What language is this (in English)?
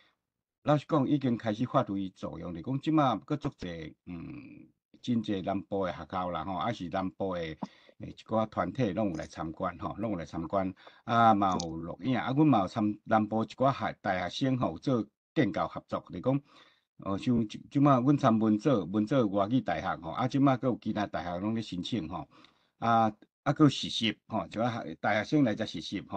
Min Nan Chinese